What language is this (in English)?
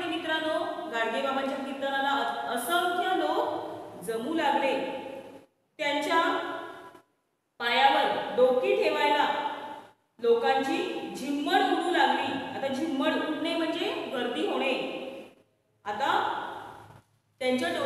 Marathi